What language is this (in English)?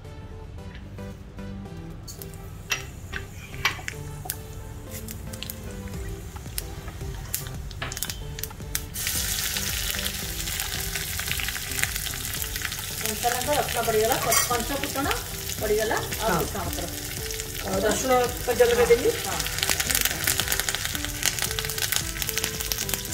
Odia